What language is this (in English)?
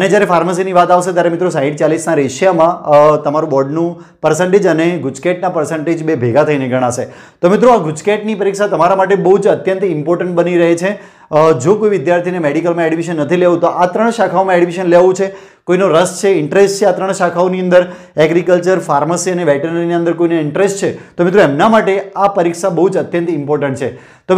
Gujarati